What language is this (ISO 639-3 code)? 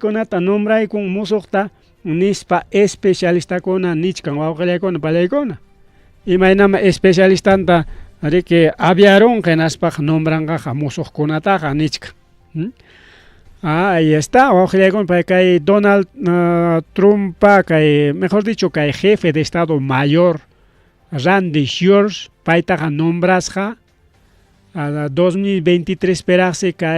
quy